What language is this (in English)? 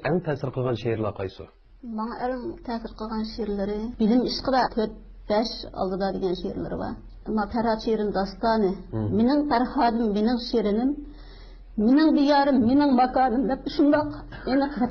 Uyghur